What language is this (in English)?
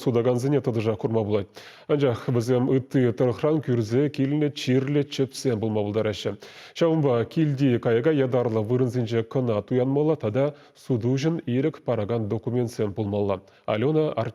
Chuvash